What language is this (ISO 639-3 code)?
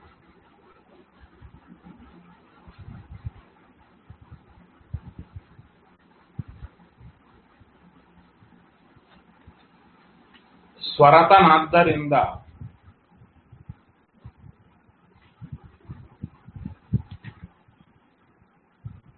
kan